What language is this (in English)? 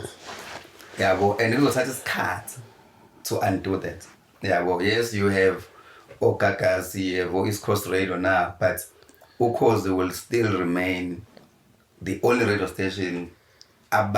Zulu